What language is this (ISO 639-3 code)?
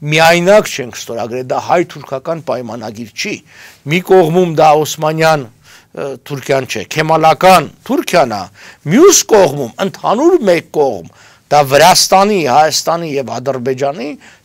hye